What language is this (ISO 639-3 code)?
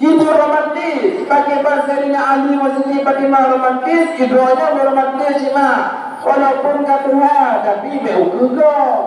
ace